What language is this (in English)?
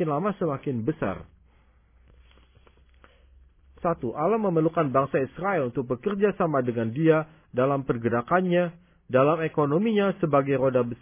Indonesian